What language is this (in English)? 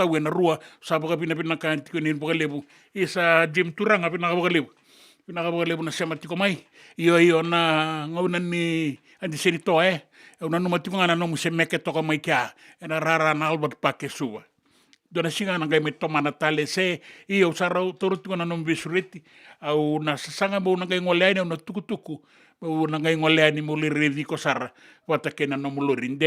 Fijian